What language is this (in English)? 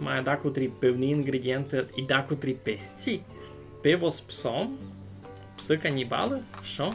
Rusyn